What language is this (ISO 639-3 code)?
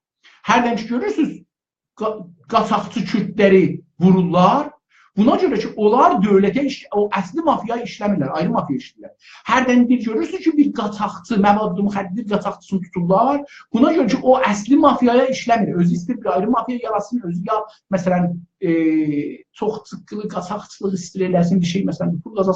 azb